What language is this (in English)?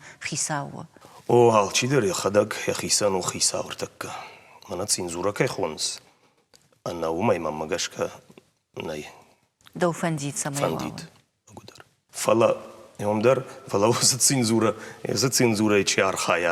Ossetic